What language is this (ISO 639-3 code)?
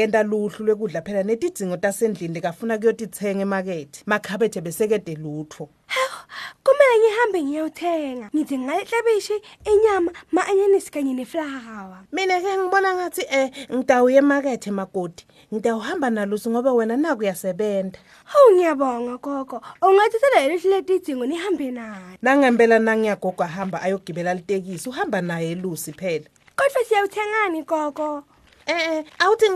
ssw